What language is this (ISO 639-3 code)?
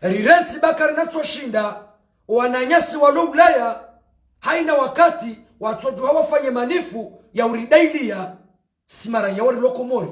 zdj